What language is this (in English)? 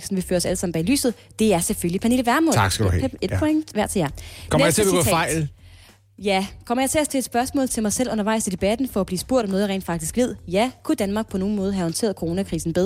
Danish